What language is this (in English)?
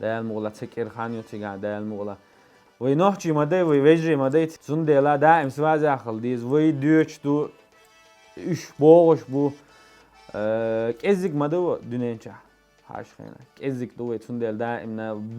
Chechen